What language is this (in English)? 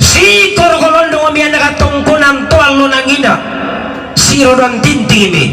Toraja-Sa'dan